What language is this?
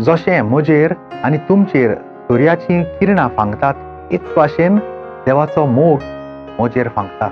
Konkani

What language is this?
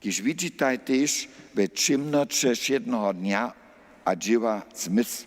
Upper Sorbian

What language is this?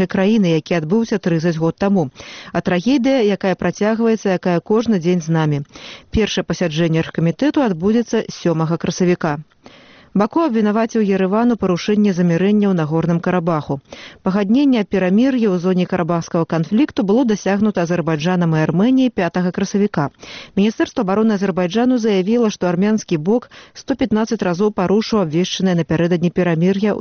Belarusian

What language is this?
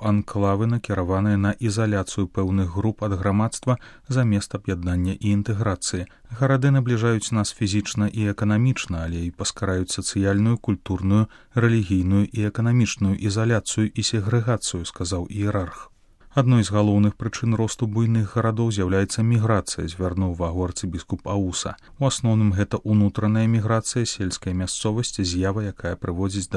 Belarusian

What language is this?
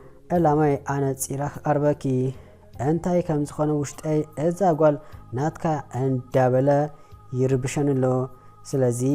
Tigrinya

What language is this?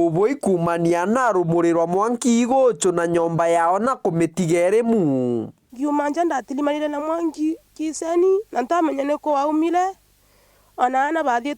Meru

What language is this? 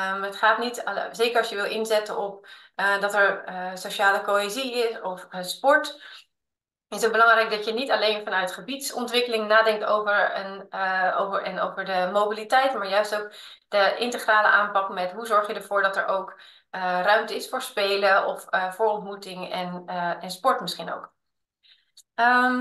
Dutch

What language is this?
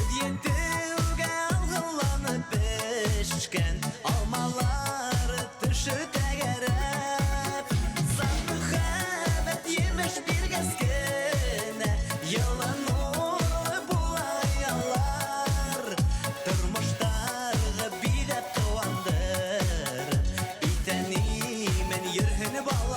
Bashkir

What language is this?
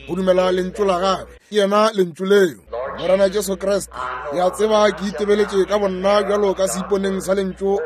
Northern Sotho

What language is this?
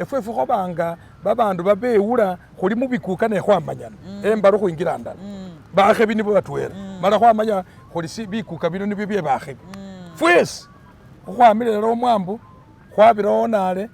Masaaba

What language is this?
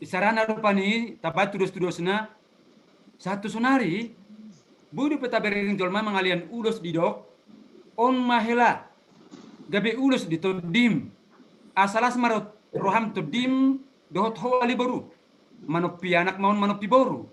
Batak Toba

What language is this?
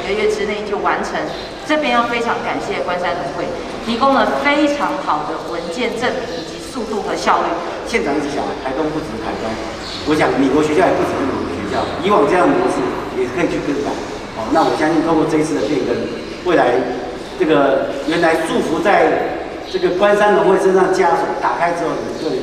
Chinese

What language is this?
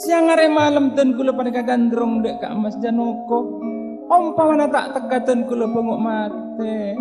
Madurese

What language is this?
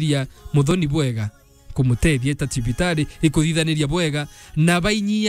Meru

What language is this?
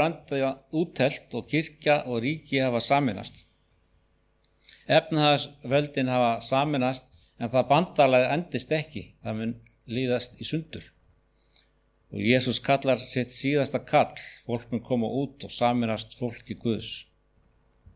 Icelandic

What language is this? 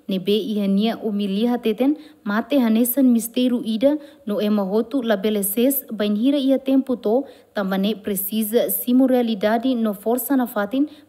Tetum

